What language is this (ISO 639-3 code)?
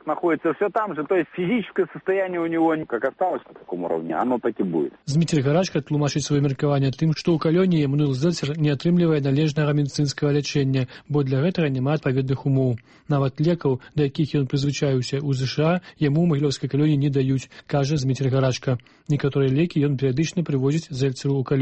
bel